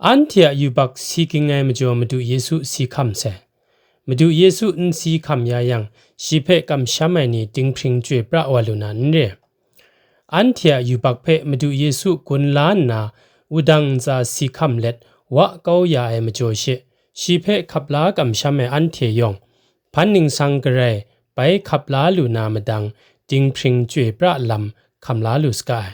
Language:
Kachin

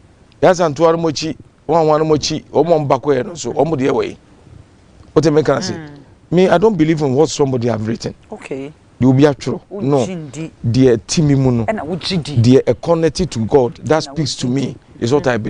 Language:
Akan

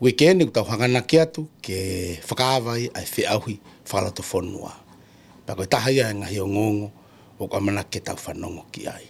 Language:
Tongan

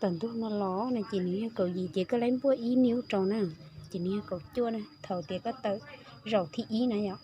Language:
Hmong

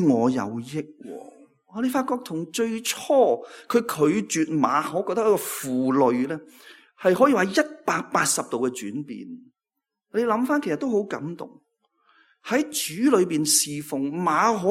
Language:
Cantonese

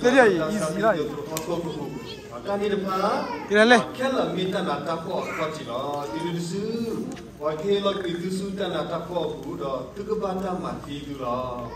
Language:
S'gaw Karen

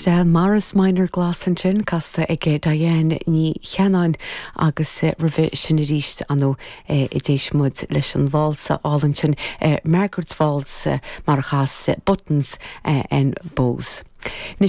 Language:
Irish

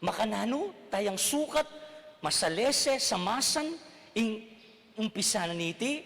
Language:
Pampanga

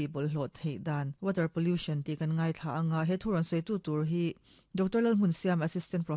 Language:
Mizo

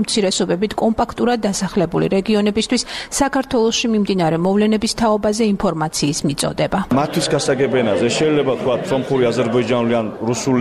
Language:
Georgian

